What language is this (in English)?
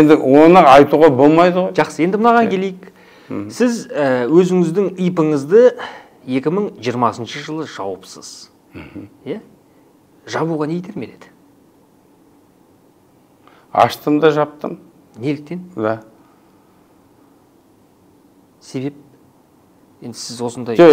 Kazakh